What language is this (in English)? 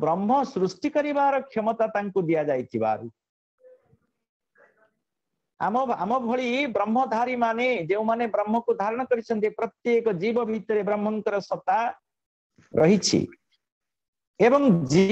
Odia